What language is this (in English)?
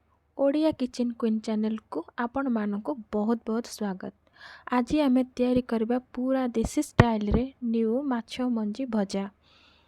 Odia